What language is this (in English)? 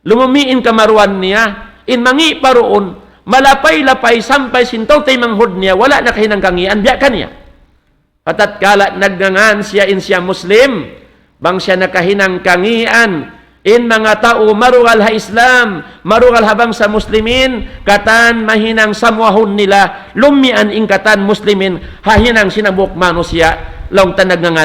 Tausug